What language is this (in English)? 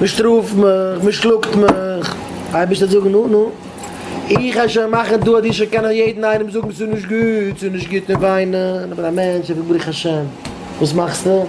Yiddish